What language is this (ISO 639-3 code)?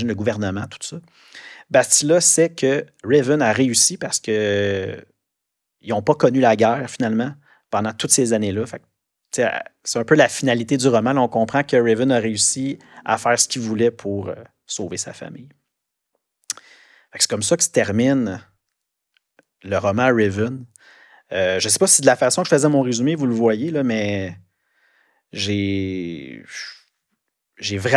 fra